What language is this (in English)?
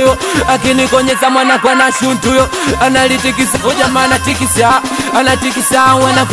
Swahili